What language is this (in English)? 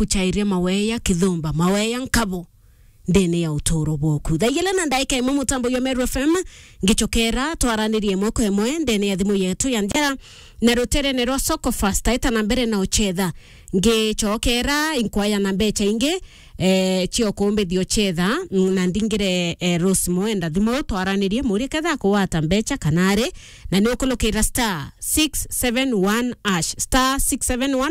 Meru